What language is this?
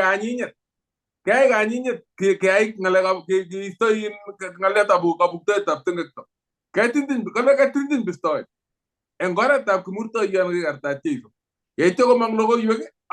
Kalenjin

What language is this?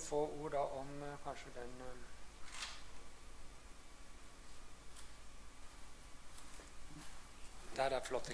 Norwegian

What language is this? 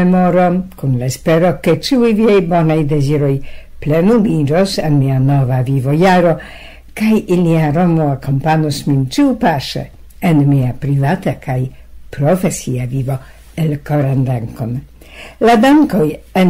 Esperanto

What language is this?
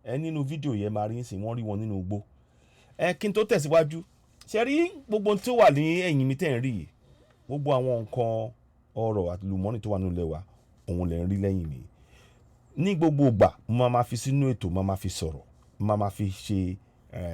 Yoruba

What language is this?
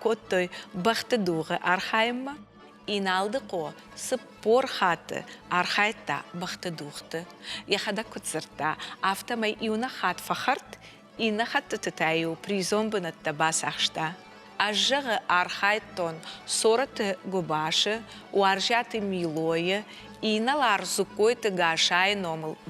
Ossetic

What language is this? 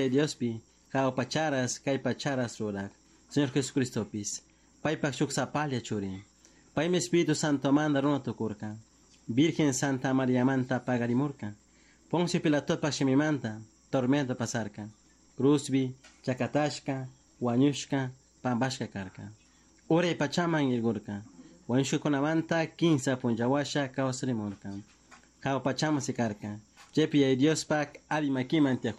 Chimborazo Highland Quichua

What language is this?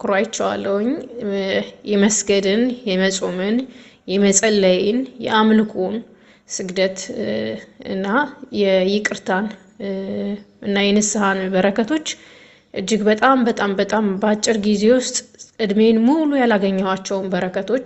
Amharic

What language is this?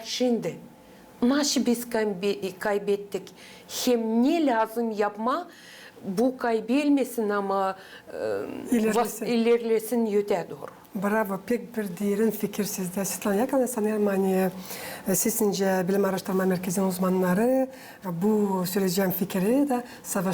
Gagauz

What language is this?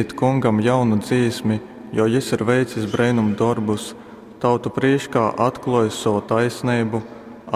Latgalian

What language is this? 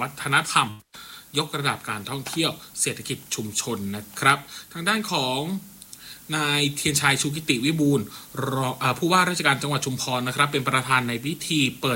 Thai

